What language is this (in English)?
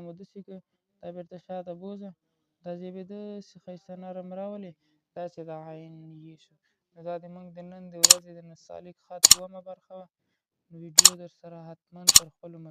Pashto